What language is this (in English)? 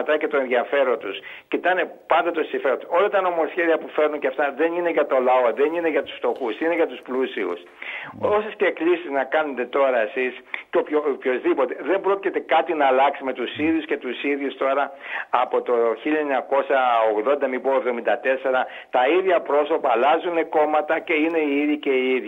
Greek